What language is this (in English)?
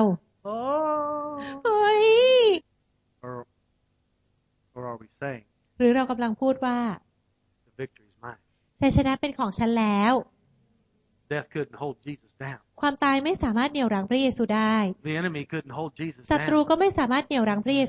Thai